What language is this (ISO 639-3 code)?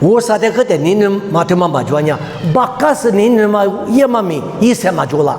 lis